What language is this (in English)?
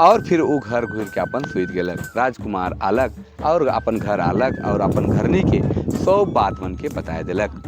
Sadri